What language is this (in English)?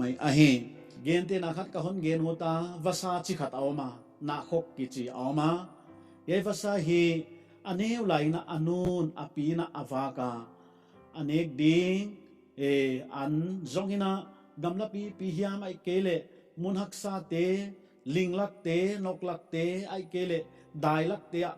Paite Chin